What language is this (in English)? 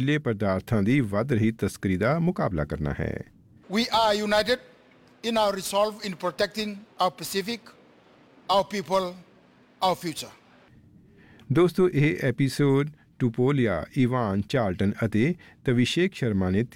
Punjabi